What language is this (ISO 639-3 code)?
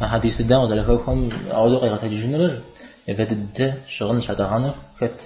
kbd